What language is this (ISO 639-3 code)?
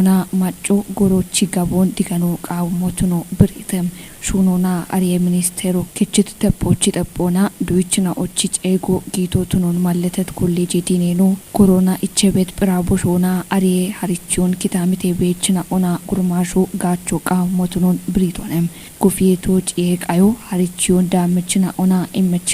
kbr